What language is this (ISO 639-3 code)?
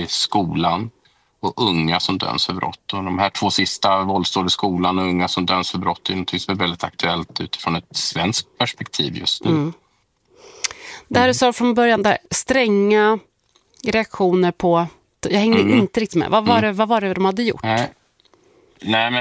swe